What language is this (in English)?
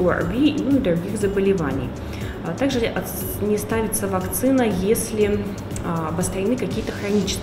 Russian